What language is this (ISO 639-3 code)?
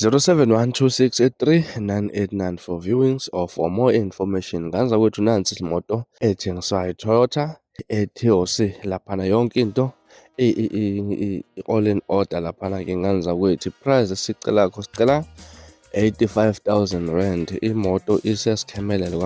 zul